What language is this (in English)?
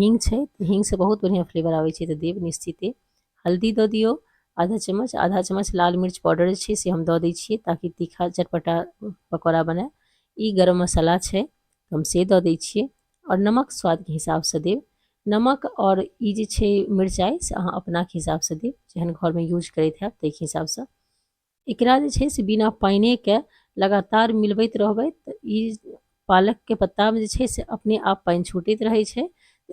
Maithili